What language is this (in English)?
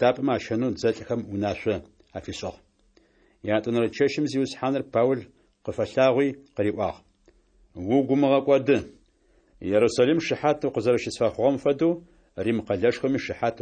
Adyghe